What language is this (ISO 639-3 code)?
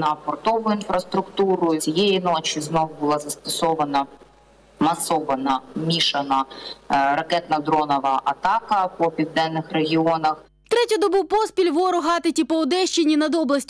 ukr